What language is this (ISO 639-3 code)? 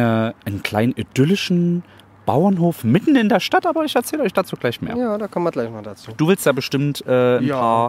deu